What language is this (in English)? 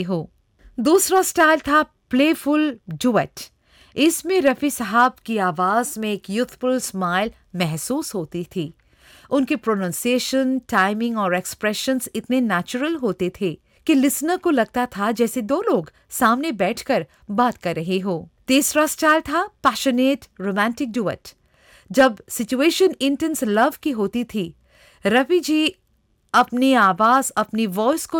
Hindi